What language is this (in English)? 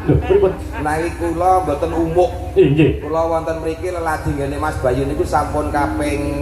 Javanese